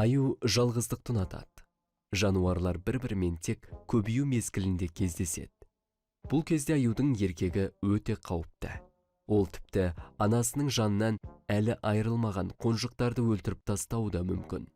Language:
Kazakh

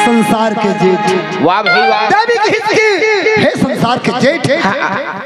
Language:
Chhattisgarhi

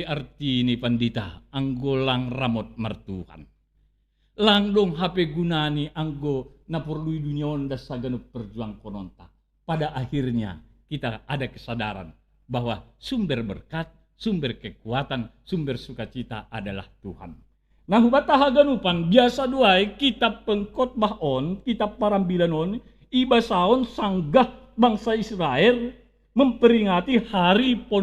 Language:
Batak Simalungun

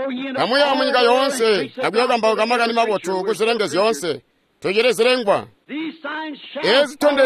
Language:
Tonga (Zambia)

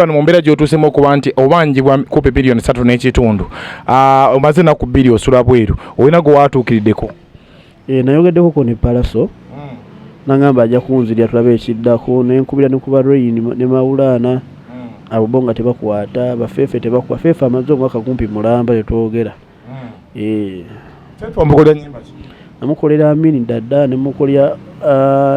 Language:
Ganda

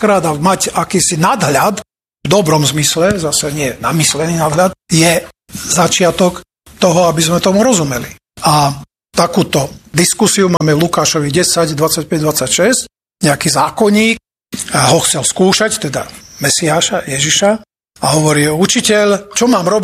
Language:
Slovak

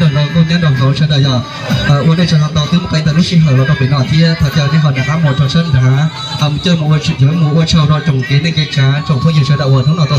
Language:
Hmong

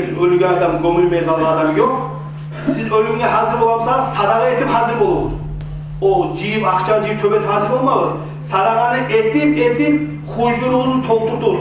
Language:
Kumyk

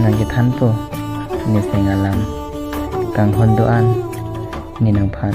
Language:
Karbi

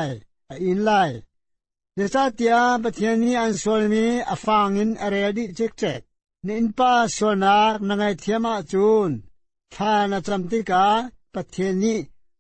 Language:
Hakha Chin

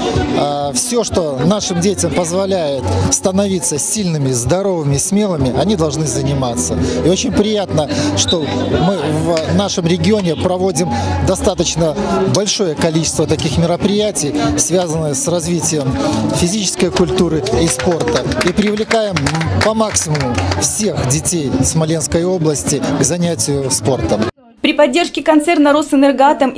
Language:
Russian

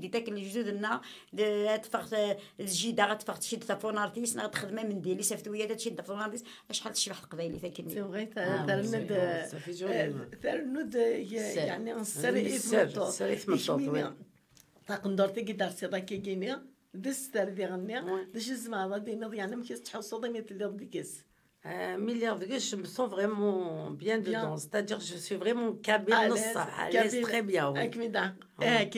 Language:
Kabyle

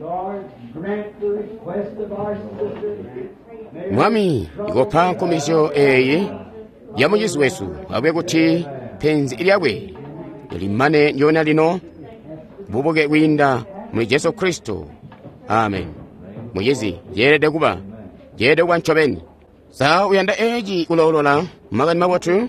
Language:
Tonga (Zambia)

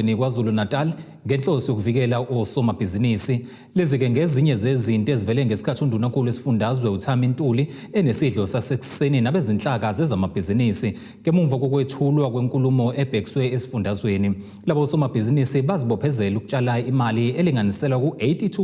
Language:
Zulu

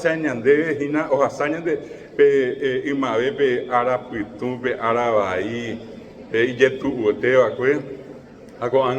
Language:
Guarani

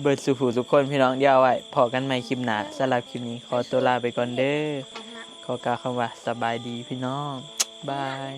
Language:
Northeastern Thai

